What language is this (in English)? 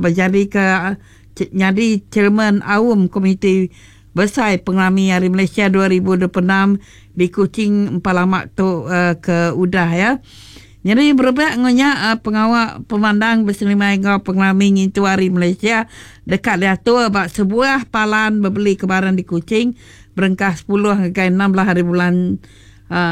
Iban